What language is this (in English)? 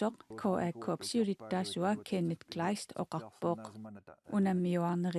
Kalaallisut